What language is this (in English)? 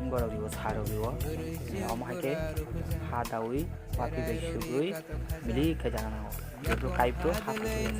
Kok Borok